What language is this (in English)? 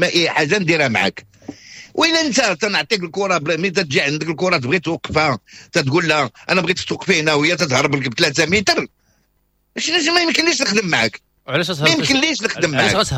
Moroccan Arabic